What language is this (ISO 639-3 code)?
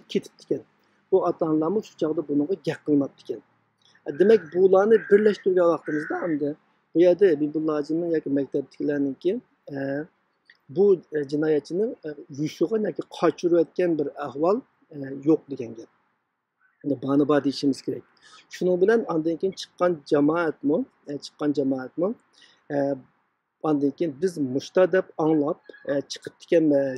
uig